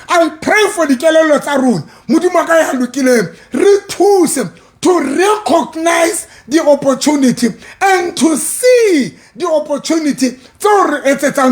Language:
Southern Sotho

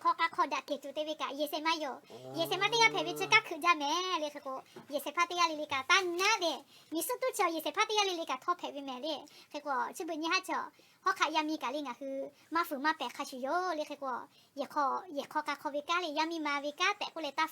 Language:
Lahu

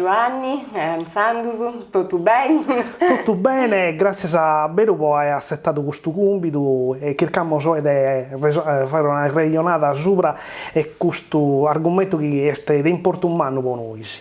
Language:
Sardinian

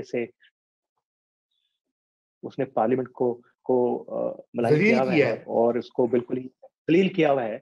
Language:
Urdu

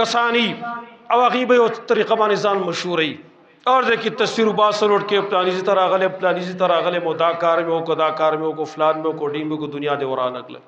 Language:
Pashto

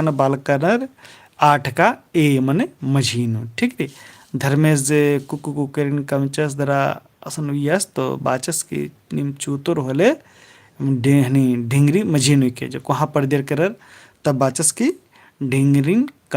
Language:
Kurukh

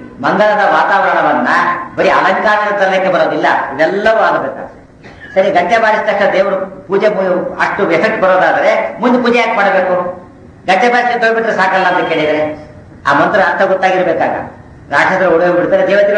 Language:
Kannada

